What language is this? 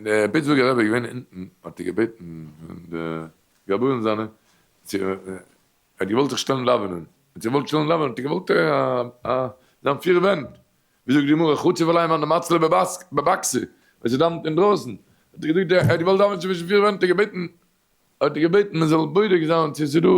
Yiddish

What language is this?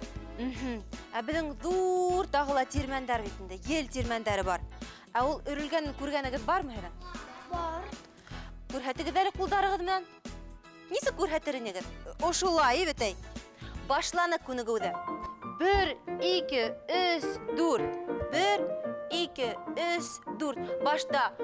Bashkir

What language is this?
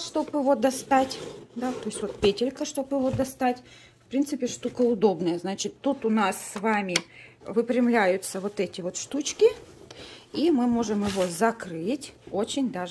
Russian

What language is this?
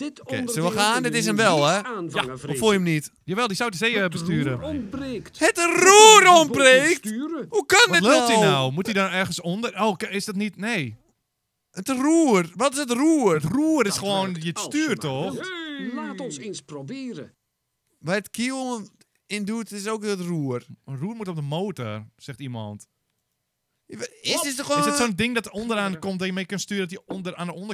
Dutch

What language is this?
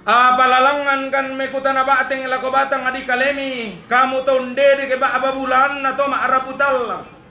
Toraja-Sa'dan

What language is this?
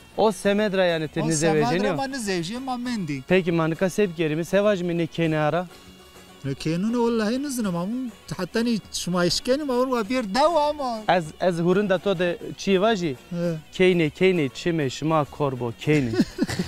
Zaza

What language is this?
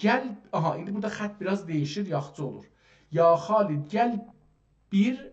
South Azerbaijani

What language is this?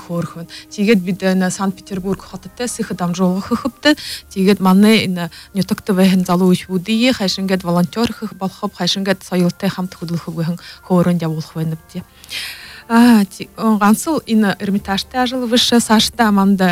Buriat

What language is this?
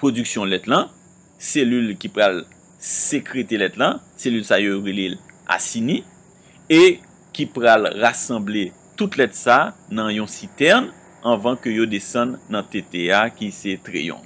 Haitian Creole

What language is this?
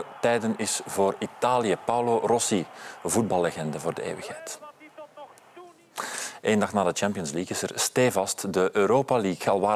Dutch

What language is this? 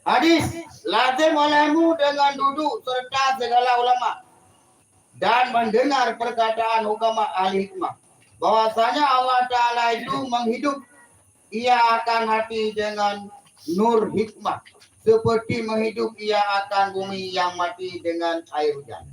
Achinese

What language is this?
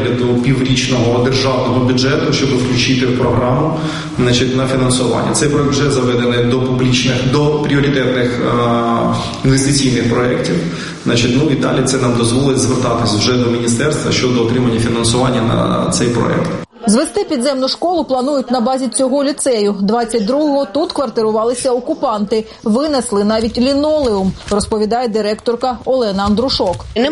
Ukrainian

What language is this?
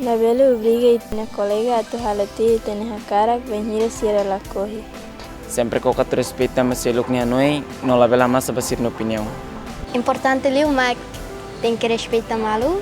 Tetum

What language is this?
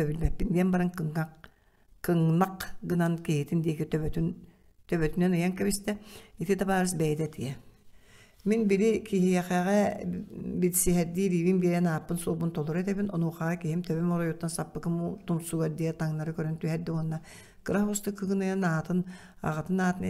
Yakut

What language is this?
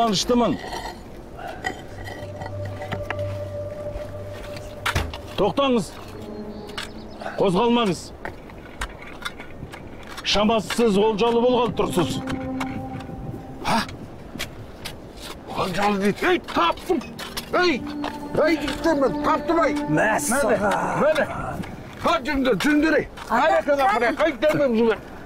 Kazakh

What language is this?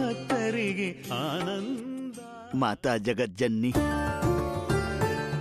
Bhojpuri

